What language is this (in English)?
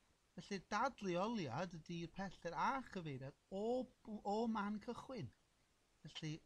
Welsh